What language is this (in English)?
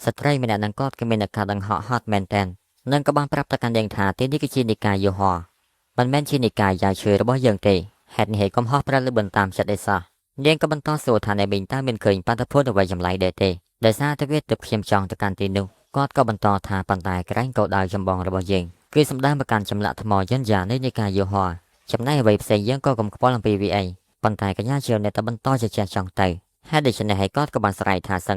Khmer